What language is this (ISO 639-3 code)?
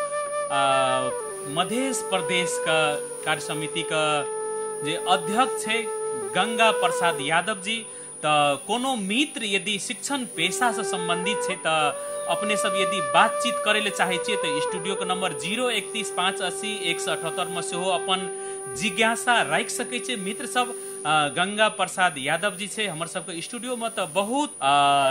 mai